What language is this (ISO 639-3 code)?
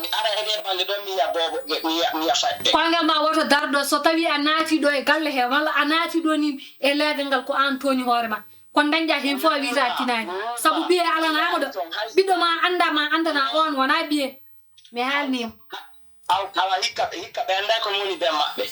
ful